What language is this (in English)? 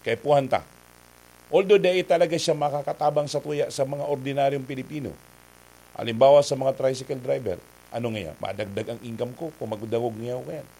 Bikol